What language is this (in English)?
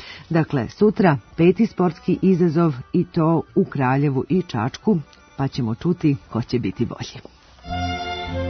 Serbian